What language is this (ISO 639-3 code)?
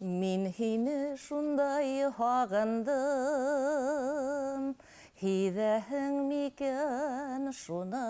bak